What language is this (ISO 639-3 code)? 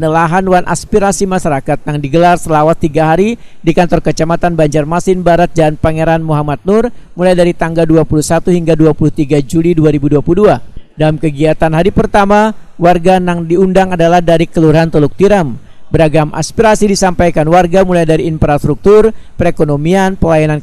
bjn